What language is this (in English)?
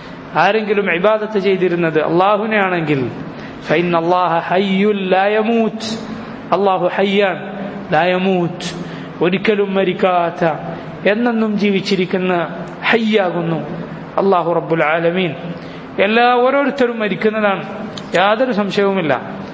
Malayalam